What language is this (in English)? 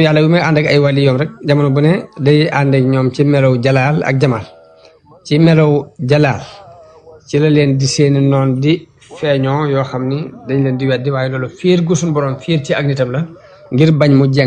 Wolof